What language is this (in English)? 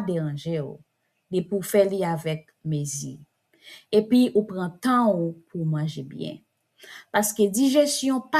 Haitian Creole